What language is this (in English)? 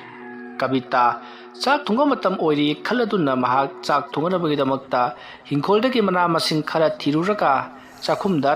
Manipuri